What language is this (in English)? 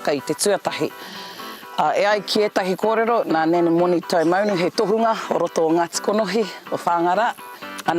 Māori